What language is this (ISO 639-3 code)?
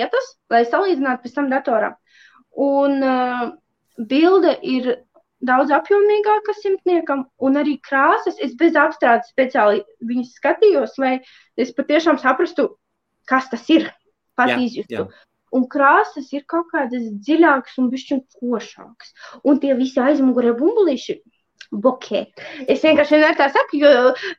lav